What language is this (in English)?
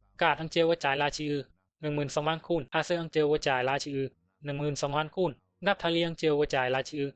Bisu